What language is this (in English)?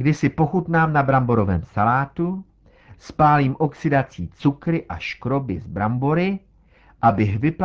Czech